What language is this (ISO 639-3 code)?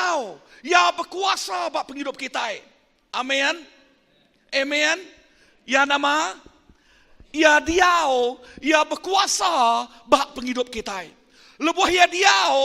iba